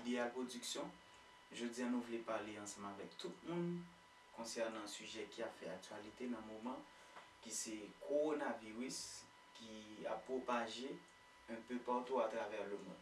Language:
Haitian Creole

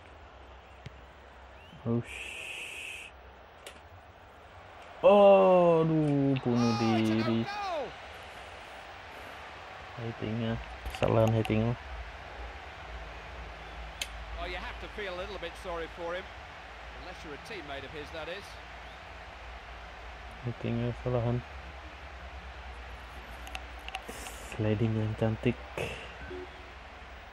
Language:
Indonesian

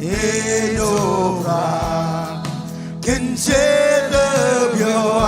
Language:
Marshallese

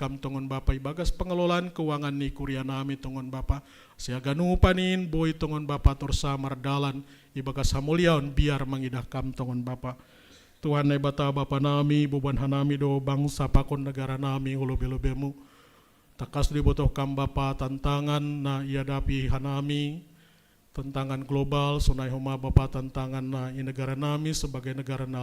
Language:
Batak Simalungun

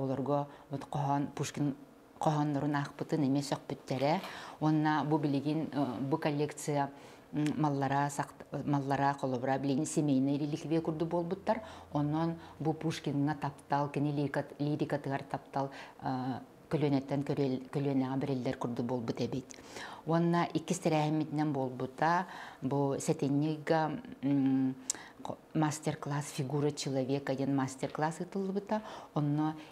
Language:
Yakut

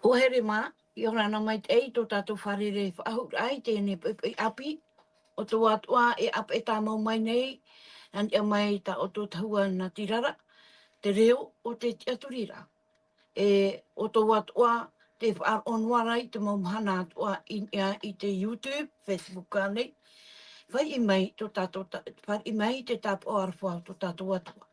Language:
Tahitian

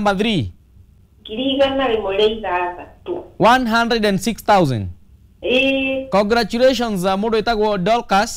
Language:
Kikuyu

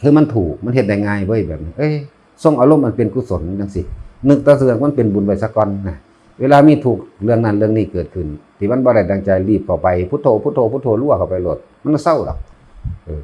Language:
Northeastern Thai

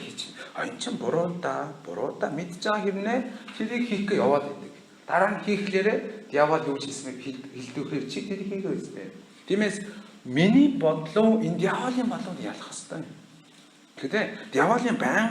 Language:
Mongolian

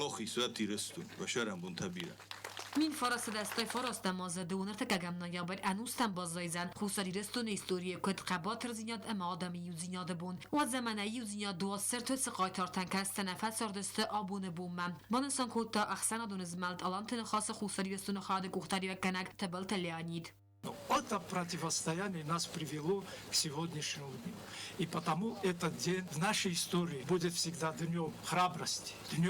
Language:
Ossetic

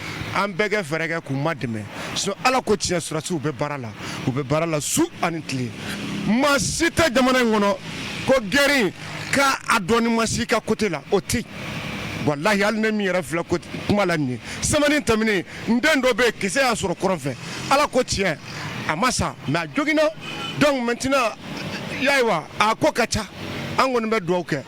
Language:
Bambara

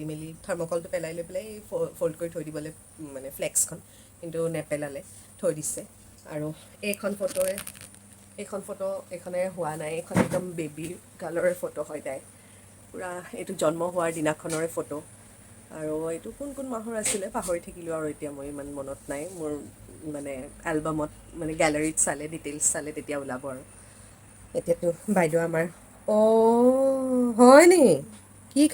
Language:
Assamese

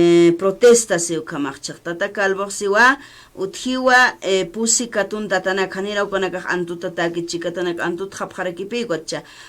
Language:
Aymara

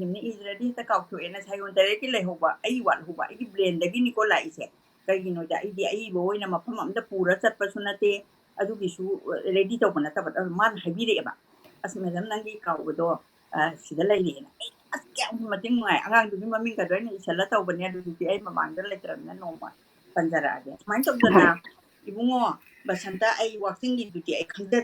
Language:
Manipuri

